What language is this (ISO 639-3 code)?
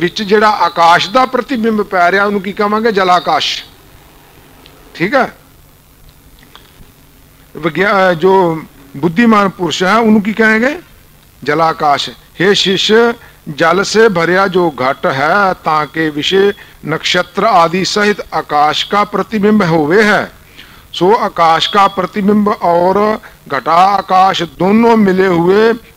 pan